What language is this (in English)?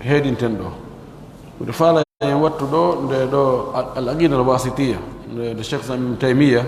Pular